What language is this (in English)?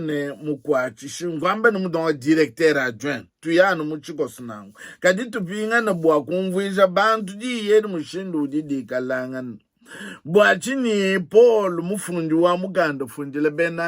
Luba-Lulua